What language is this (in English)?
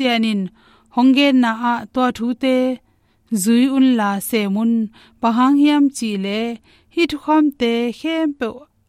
Tedim Chin